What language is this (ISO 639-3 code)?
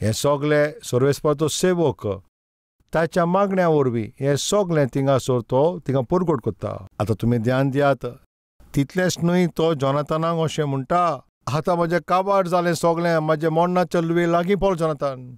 kok